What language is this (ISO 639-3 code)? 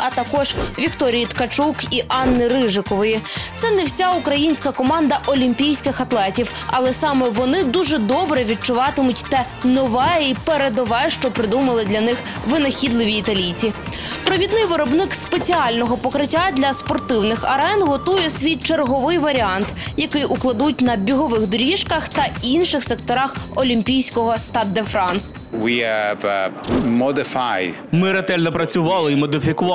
ukr